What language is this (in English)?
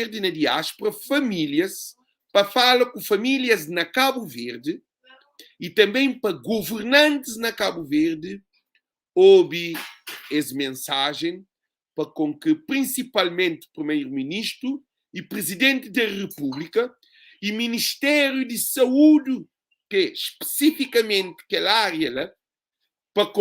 Kabuverdianu